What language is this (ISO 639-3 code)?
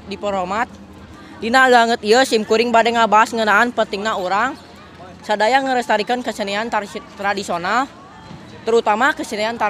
sun